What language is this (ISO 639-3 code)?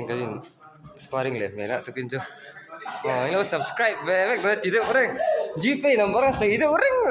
lus